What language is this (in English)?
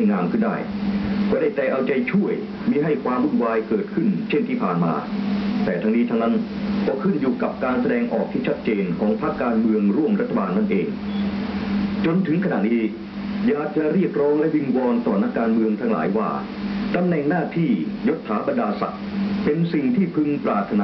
Lao